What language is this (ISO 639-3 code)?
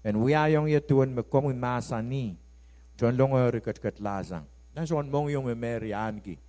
pon